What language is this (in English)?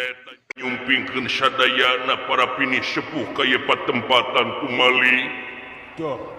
Sundanese